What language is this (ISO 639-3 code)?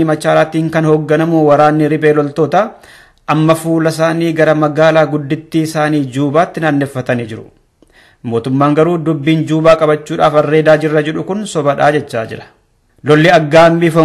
orm